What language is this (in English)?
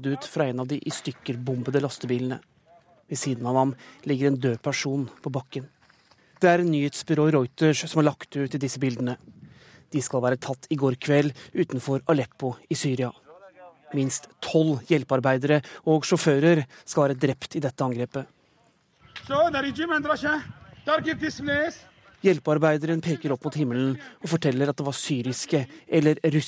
Norwegian